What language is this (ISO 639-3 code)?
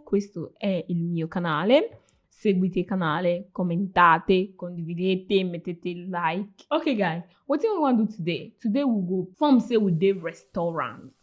pcm